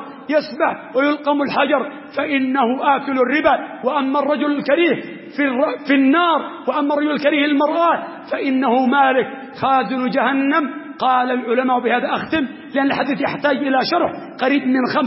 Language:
Arabic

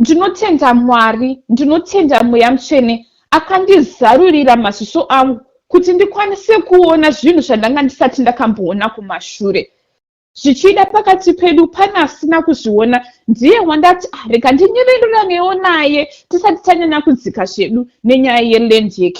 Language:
Shona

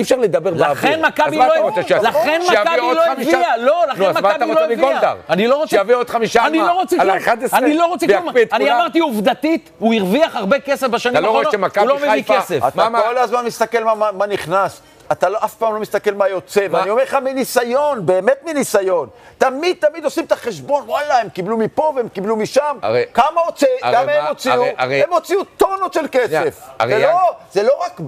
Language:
Hebrew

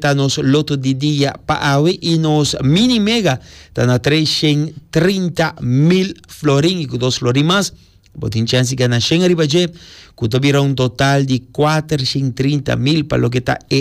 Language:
Papiamento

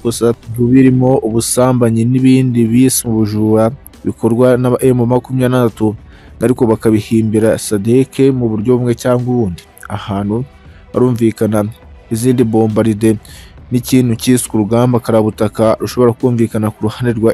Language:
Kinyarwanda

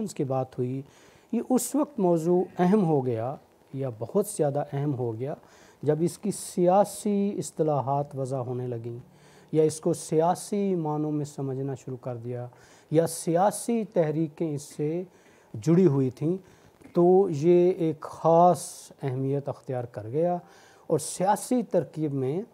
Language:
Urdu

